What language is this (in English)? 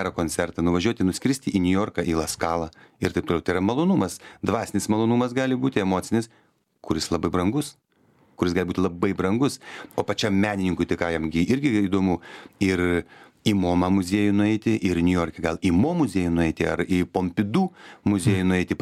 Lithuanian